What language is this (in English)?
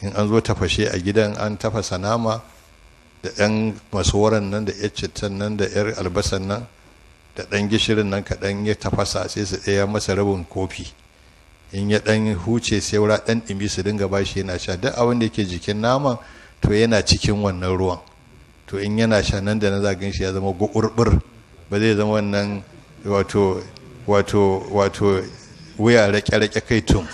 Hausa